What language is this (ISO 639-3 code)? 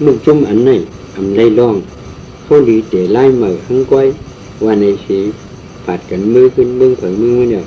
shn